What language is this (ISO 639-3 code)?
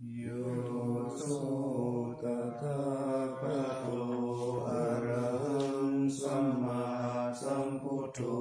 pli